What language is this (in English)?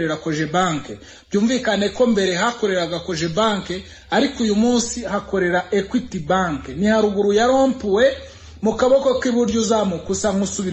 Kinyarwanda